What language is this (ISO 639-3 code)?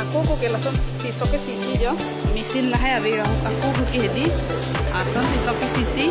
mjw